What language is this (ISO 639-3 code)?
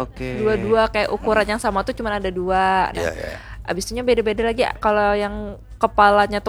bjn